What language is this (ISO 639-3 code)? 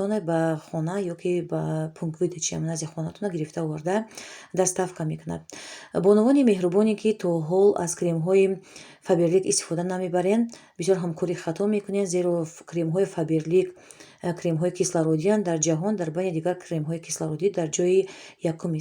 tgk